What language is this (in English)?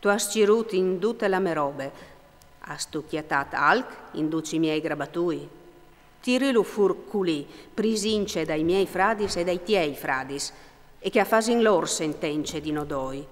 Friulian